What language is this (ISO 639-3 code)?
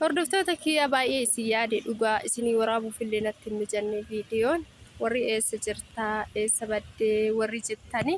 orm